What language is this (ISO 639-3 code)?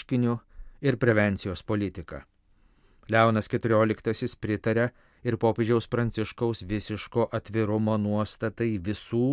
lit